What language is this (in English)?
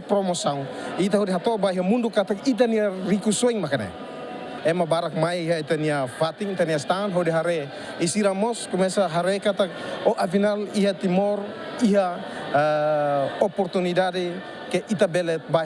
Tetum